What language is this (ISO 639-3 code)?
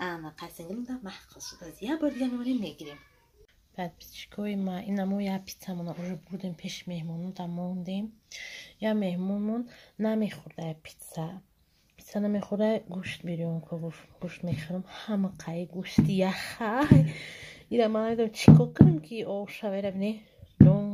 tgk